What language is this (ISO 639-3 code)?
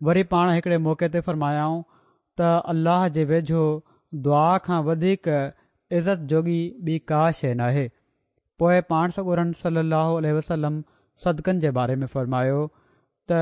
snd